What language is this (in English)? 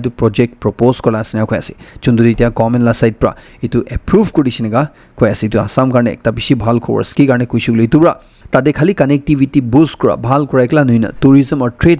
Naga Pidgin